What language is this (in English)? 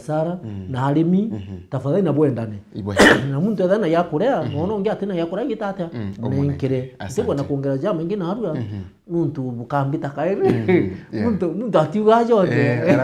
Meru